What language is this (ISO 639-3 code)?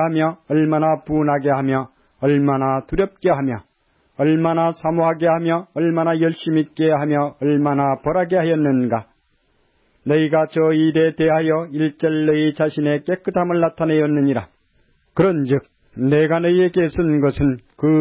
kor